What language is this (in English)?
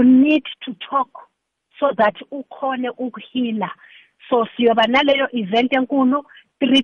South Ndebele